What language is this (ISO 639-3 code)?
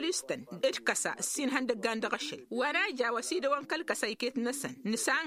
taq